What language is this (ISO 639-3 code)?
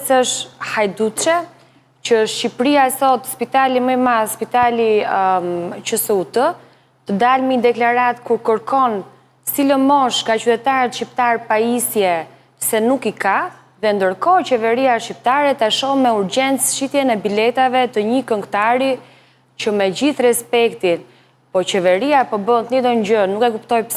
sqi